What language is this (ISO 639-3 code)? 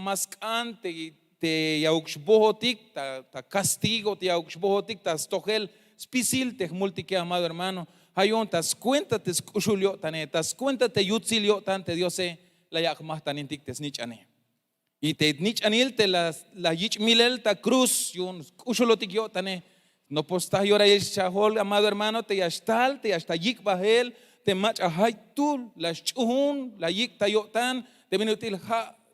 tzh